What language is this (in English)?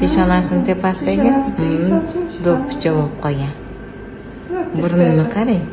Uzbek